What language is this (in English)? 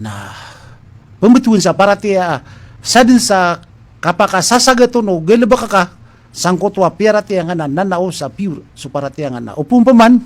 Maranao